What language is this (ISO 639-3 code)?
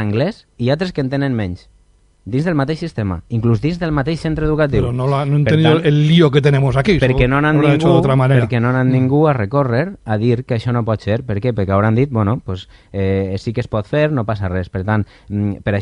cat